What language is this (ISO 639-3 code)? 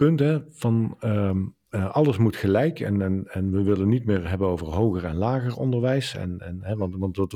nld